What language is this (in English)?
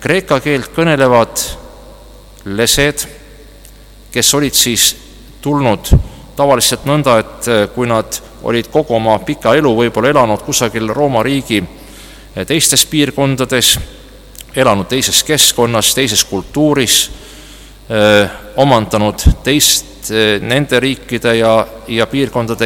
Estonian